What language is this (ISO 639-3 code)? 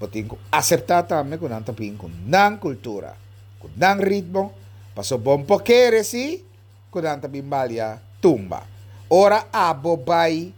pap